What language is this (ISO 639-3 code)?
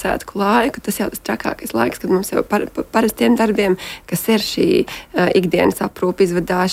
lav